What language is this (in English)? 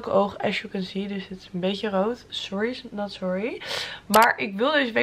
Dutch